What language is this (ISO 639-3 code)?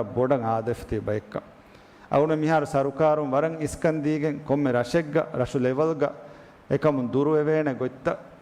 div